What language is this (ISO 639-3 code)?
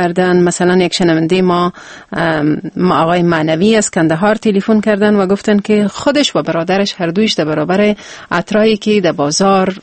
fas